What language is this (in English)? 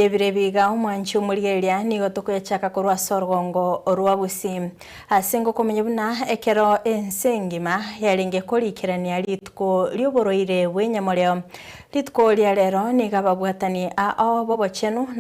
Gusii